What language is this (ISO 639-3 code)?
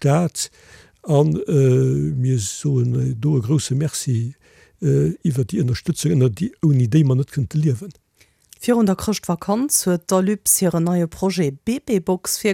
ltz